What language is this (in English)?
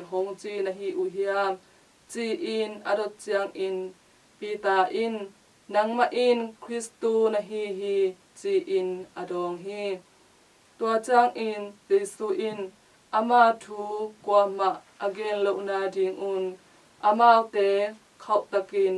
Tedim Chin